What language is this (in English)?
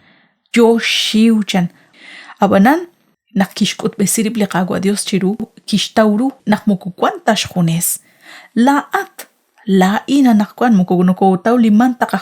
Kekchí